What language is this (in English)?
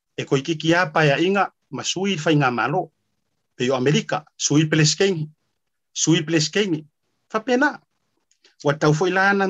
Samoan